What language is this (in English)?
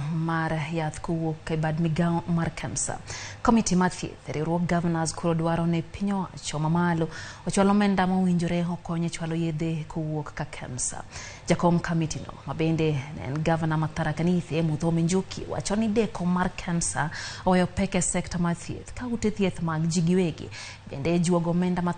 Luo (Kenya and Tanzania)